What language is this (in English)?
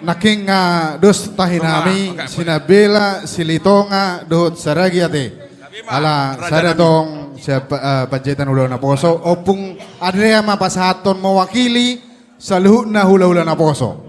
Batak Toba